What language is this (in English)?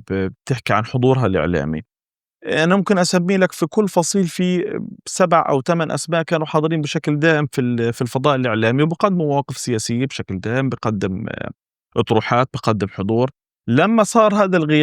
North Levantine Arabic